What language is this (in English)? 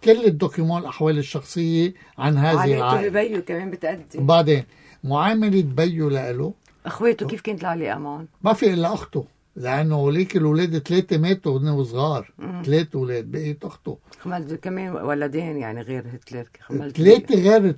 North Levantine Arabic